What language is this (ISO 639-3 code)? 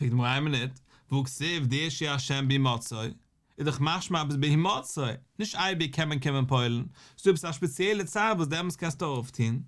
yid